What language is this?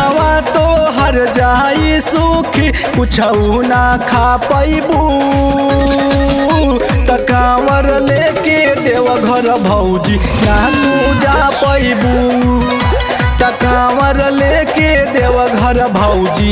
Bhojpuri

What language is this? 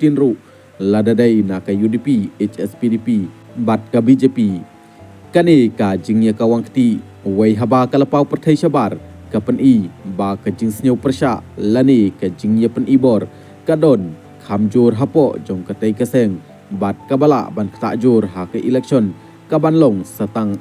Khasi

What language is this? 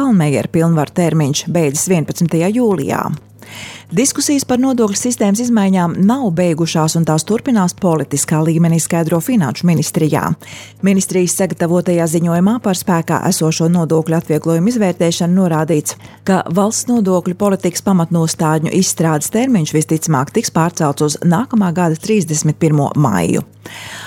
Latvian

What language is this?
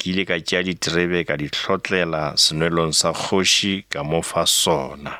Northern Sotho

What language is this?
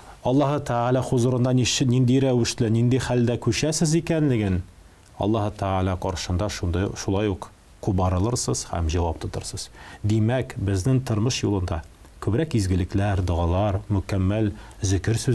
Tatar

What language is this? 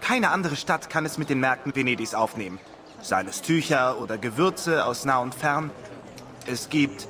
Bavarian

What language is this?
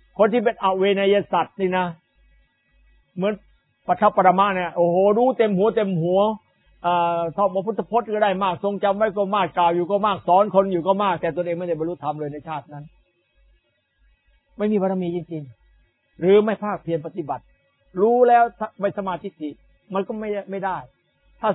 Thai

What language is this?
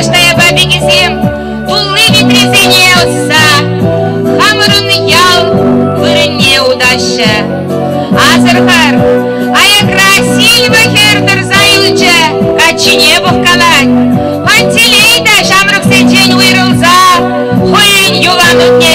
Chuvash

